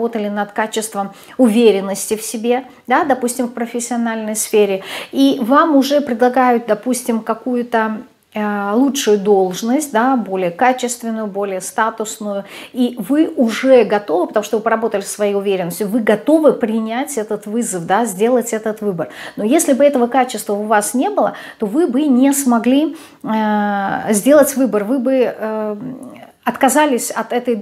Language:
Russian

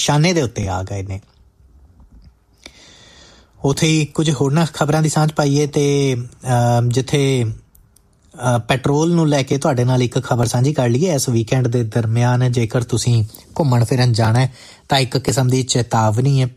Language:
Punjabi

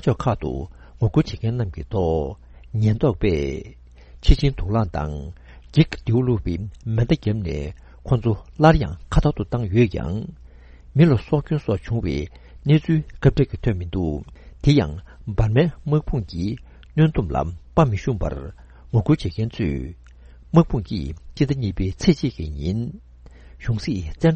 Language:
Tibetan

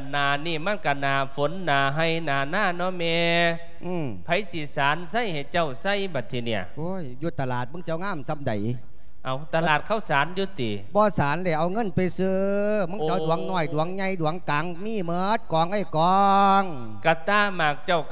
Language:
Lao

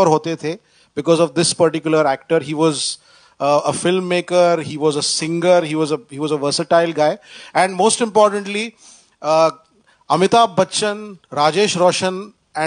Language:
Hindi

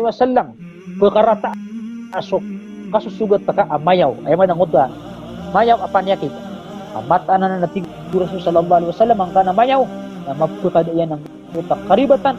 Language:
Maranao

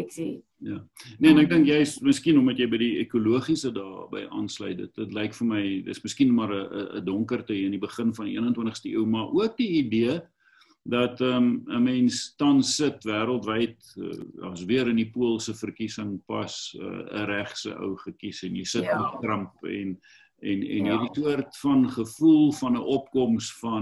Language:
Afrikaans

